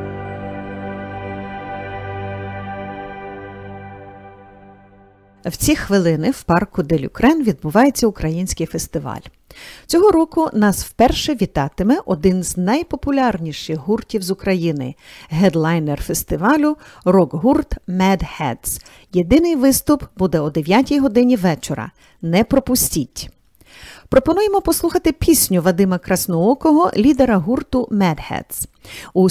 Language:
Ukrainian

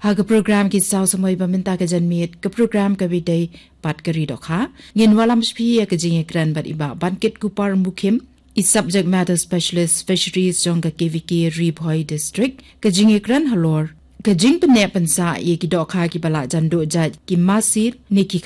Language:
Khasi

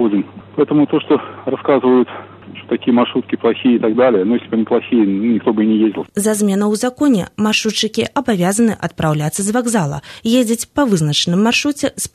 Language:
Belarusian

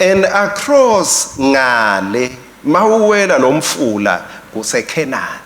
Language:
Swati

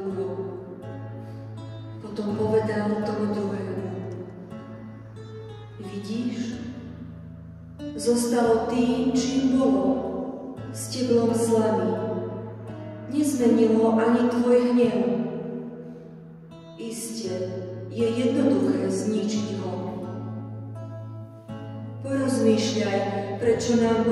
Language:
Slovak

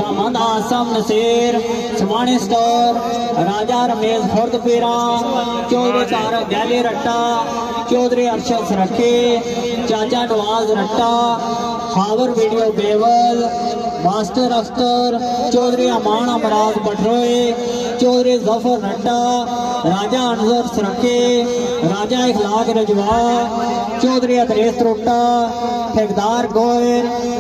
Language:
Pahari-Potwari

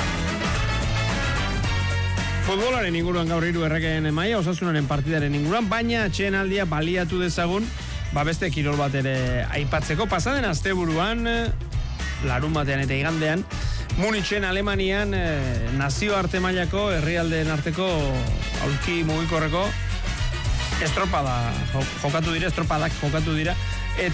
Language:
Basque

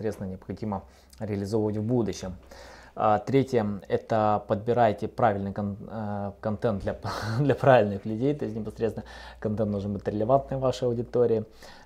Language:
Russian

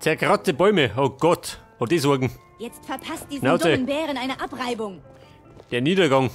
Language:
Bavarian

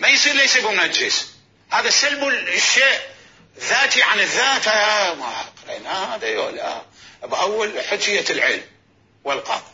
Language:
Mesopotamian Arabic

